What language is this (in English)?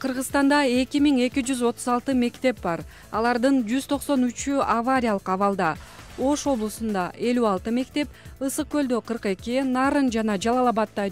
Kyrgyz